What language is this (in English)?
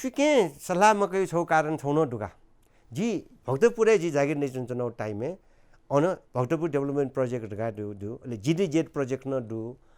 Newari